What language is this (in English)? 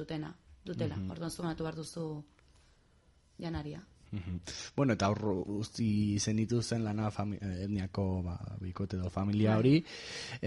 Basque